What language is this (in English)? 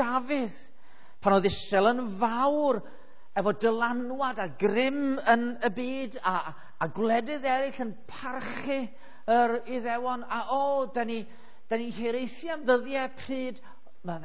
Welsh